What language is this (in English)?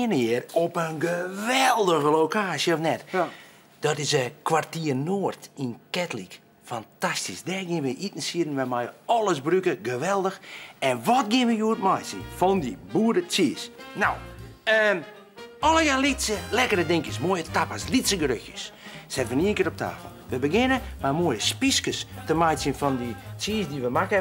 Western Frisian